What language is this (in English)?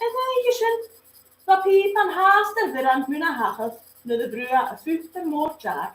Scottish Gaelic